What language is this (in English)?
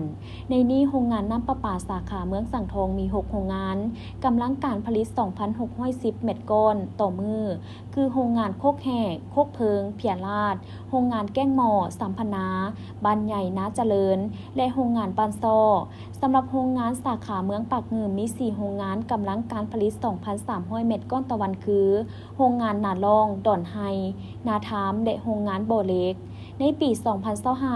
Lao